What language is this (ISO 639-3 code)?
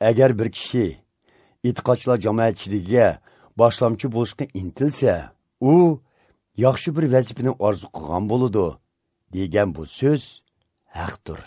uig